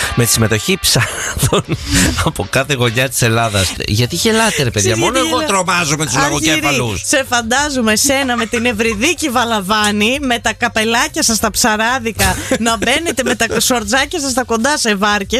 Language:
Greek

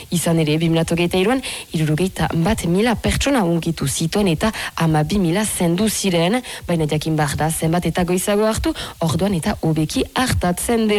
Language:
Basque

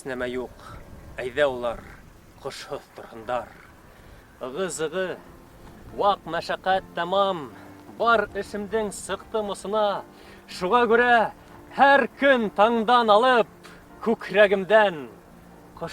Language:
Bashkir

